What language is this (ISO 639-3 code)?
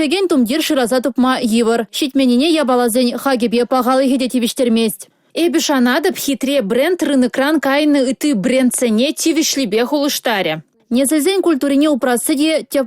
chv